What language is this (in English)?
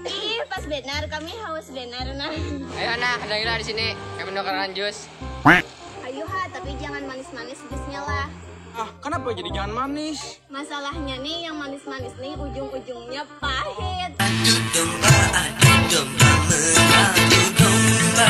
Banjar